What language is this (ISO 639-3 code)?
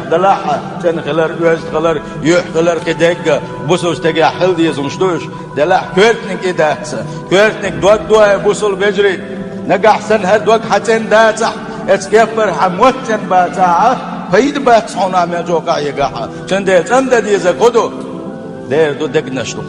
che